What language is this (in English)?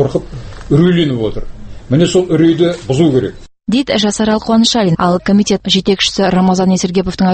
Kazakh